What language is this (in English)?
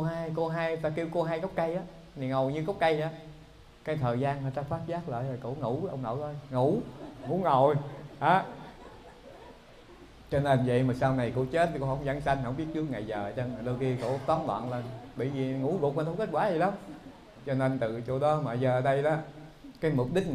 Vietnamese